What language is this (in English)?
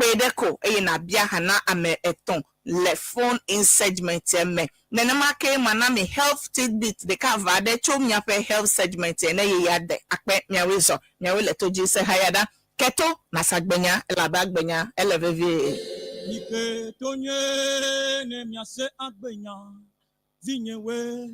Ewe